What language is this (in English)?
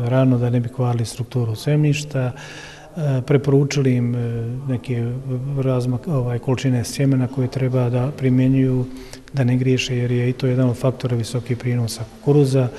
Bosnian